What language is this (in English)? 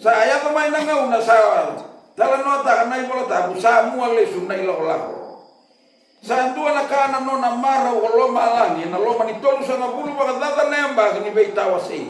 Fijian